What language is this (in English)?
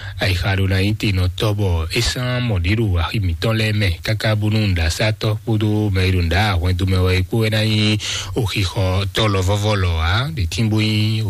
Fon